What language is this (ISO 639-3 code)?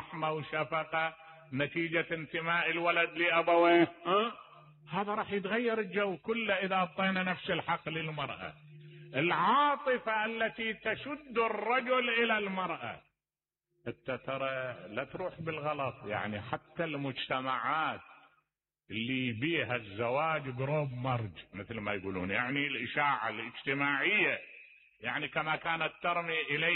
acm